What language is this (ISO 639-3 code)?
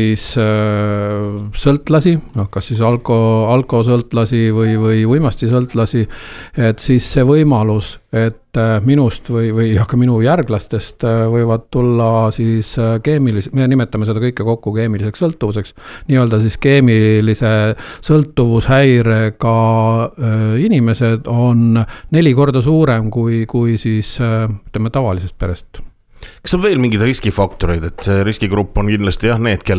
est